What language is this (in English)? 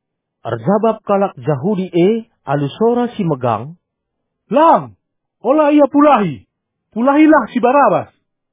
Batak Karo